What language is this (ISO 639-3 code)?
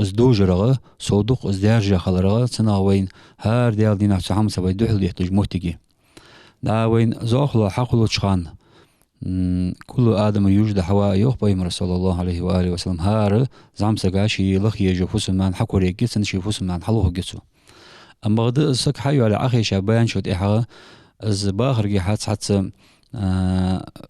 inh